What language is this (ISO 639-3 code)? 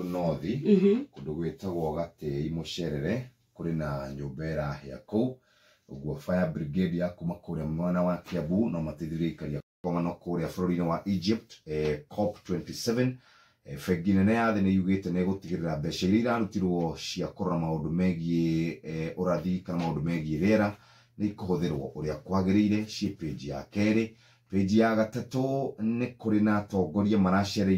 kik